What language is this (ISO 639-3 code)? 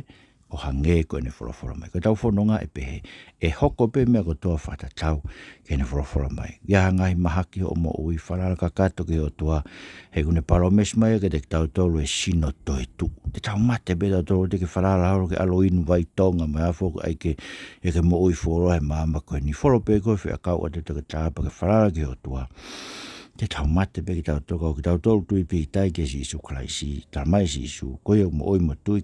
ton